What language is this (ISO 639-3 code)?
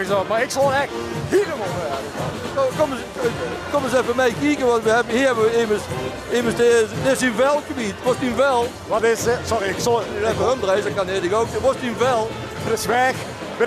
lim